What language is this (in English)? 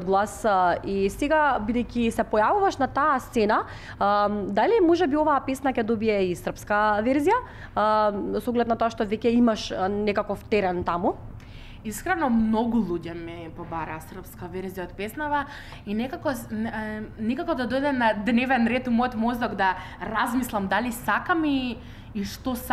Macedonian